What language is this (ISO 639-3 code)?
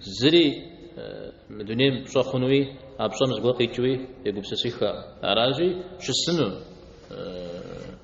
kbd